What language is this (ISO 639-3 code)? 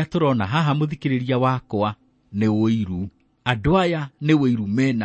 kik